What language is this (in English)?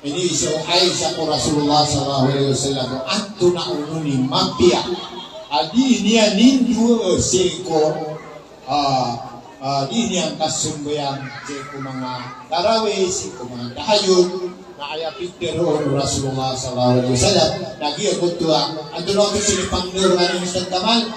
Maranao